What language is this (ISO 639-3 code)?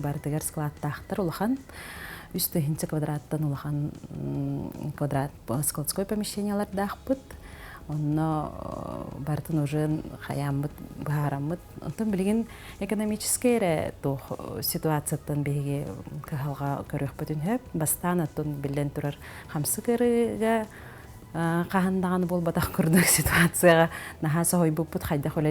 sah